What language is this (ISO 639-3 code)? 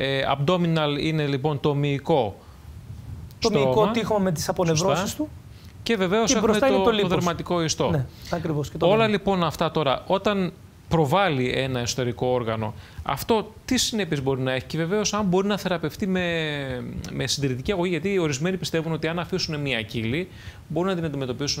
ell